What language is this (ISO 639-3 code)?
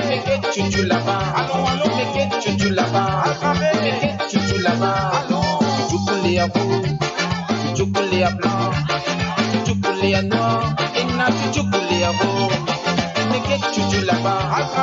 mfe